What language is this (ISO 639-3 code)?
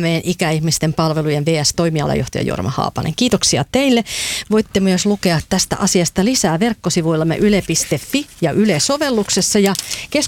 fin